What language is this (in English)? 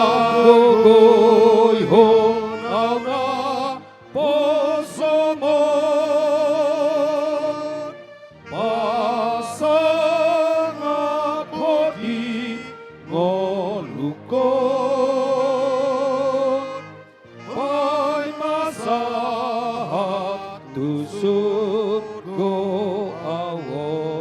Batak Toba